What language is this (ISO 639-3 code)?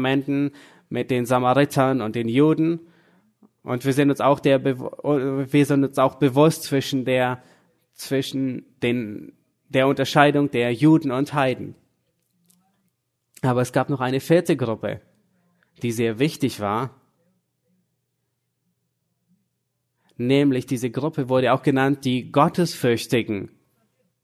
deu